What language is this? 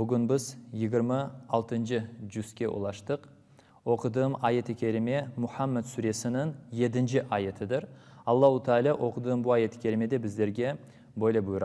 Crimean Tatar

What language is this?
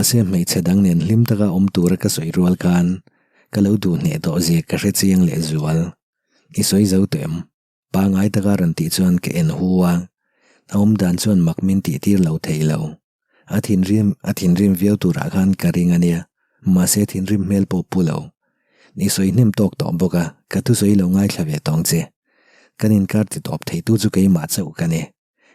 Mizo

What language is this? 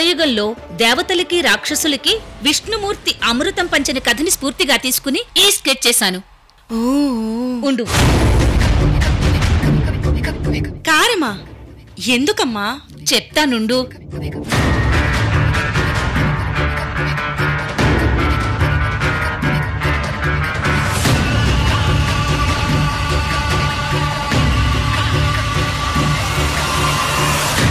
Telugu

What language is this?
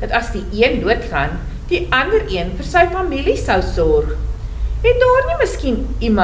Afrikaans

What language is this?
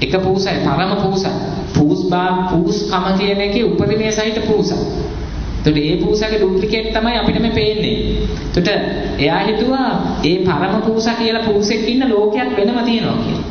Sinhala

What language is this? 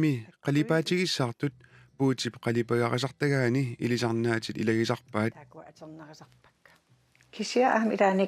Kalaallisut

